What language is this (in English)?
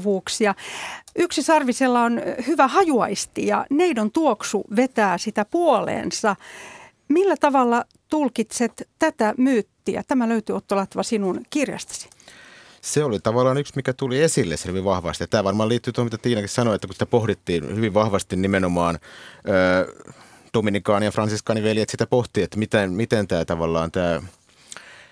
Finnish